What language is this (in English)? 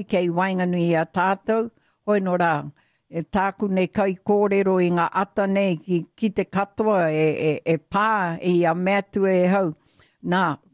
Māori